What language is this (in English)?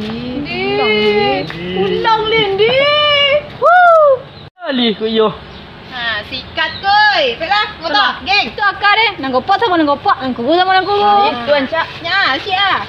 Minangkabau